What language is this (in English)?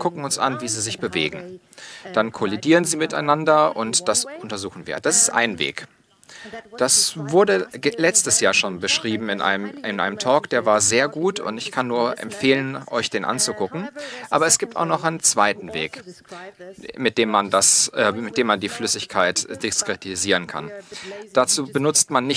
German